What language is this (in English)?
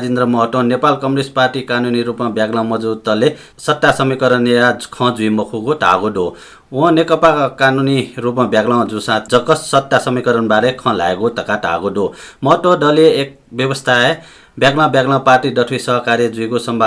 Newari